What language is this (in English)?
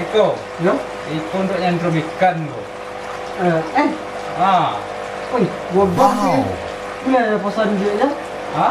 Minangkabau